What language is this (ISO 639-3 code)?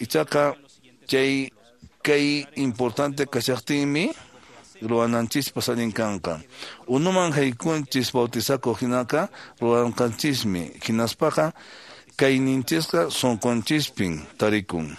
que